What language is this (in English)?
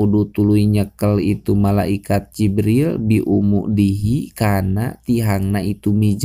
Sundanese